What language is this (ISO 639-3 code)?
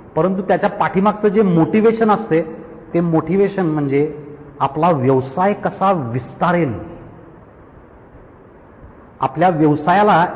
mar